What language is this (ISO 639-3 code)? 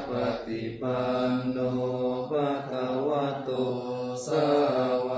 pli